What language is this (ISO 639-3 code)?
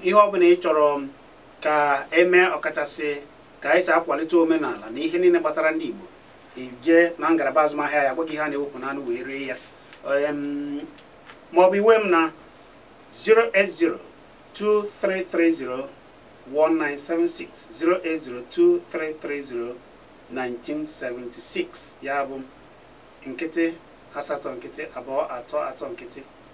ibo